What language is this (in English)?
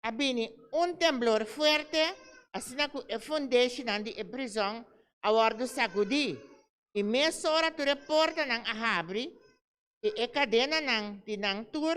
Papiamento